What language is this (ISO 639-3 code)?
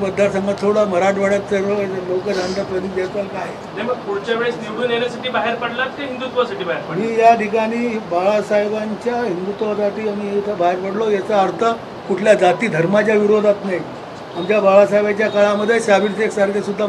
mar